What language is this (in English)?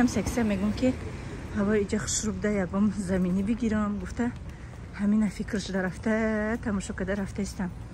Tajik